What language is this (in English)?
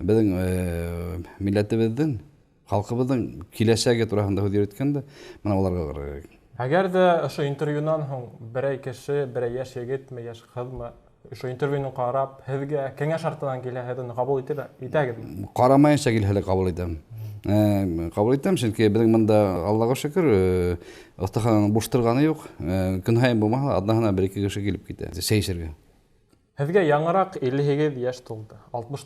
Bashkir